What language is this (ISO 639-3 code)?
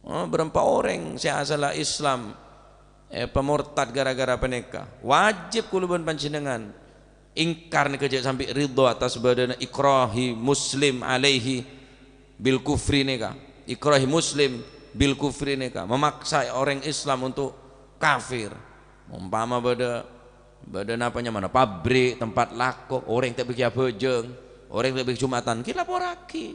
mad